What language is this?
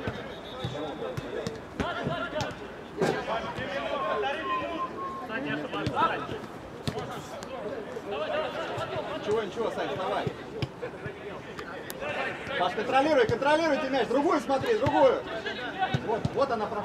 Russian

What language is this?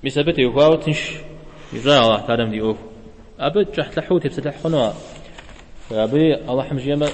Kabardian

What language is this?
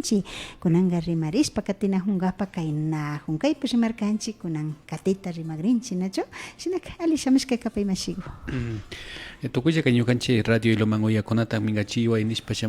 Imbabura Highland Quichua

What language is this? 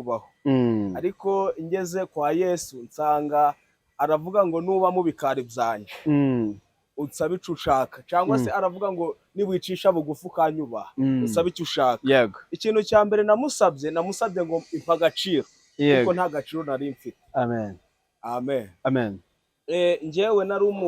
Kinyarwanda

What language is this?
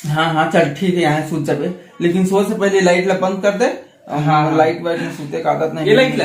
Chhattisgarhi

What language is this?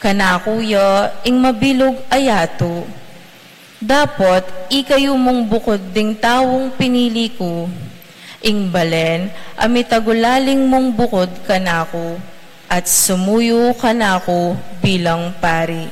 Pampanga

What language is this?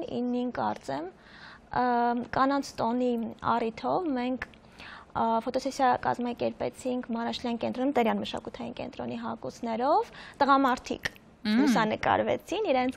Armenian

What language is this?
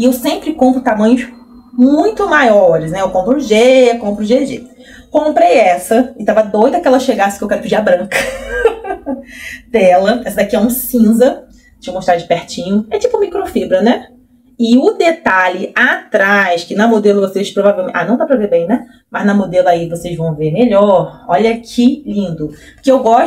Portuguese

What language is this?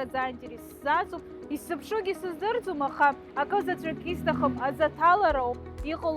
Abkhazian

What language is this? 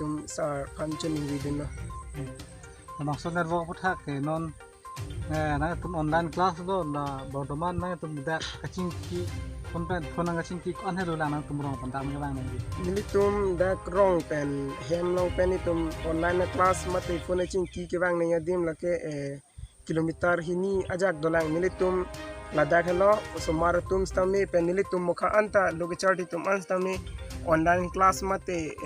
Karbi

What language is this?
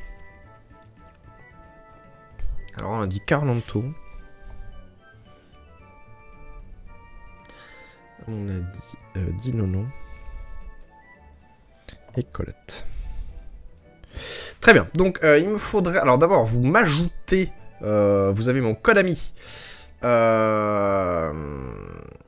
French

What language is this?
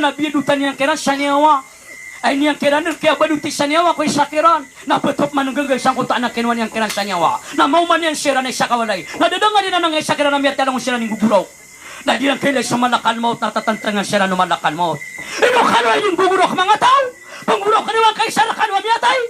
Maranao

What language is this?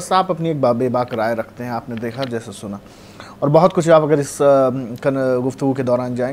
Urdu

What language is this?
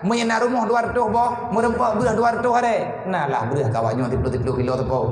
Achinese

